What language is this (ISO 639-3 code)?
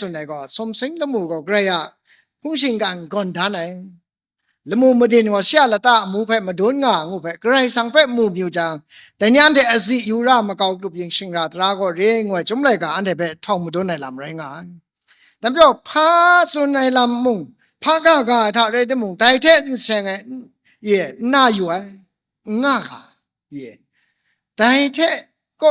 kac